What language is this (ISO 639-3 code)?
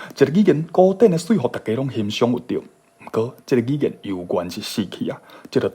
nan